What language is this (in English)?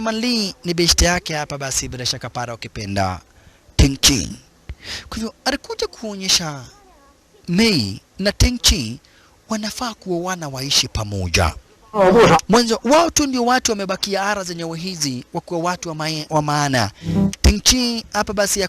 Swahili